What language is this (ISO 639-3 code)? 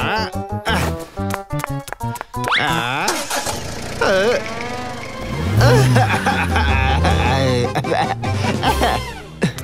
vie